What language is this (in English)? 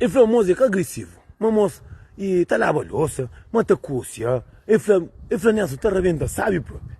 Kabuverdianu